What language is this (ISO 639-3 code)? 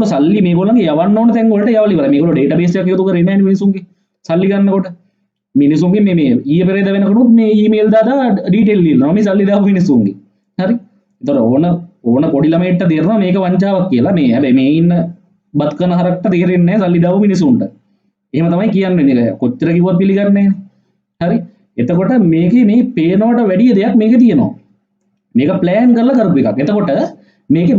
sin